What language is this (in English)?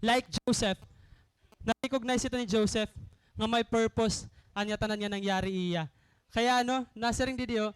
Waray